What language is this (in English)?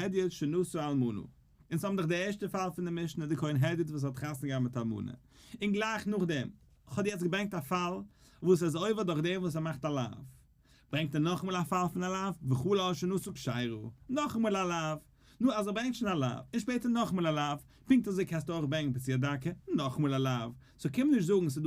Yiddish